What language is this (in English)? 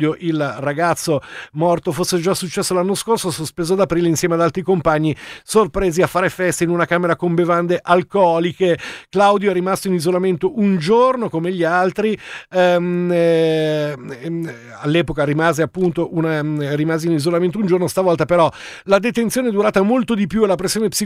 Italian